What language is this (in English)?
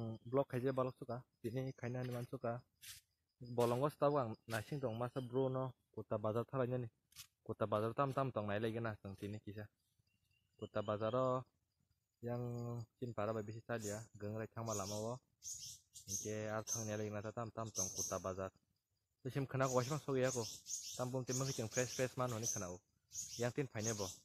Kok Borok